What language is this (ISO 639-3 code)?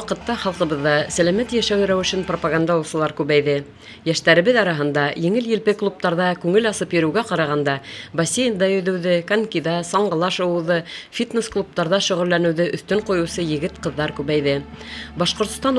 bak